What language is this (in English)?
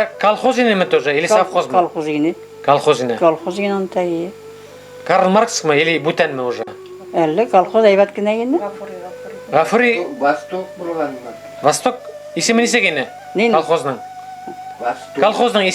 Bashkir